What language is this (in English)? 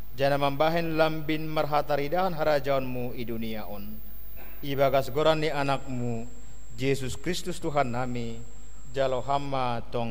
Batak Simalungun